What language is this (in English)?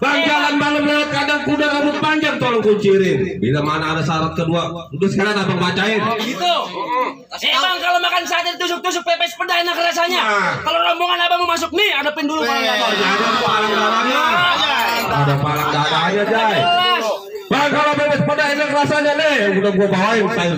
Betawi